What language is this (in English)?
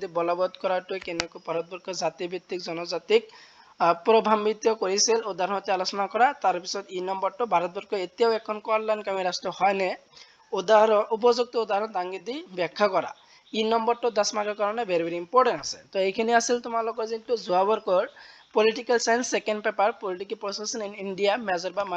Assamese